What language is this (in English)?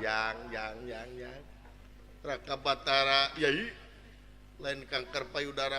Sundanese